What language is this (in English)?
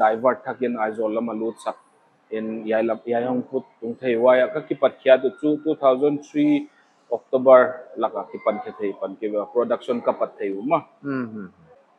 Paite Chin